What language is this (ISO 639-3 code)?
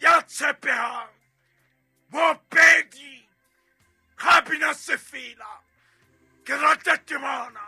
sot